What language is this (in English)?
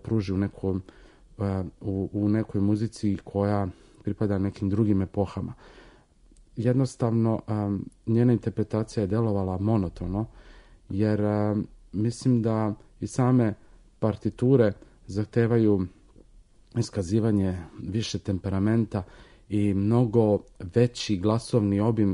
Serbian